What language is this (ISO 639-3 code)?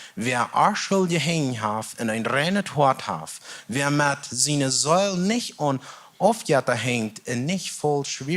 pdt